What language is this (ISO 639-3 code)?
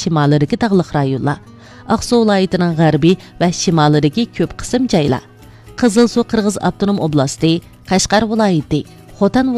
uig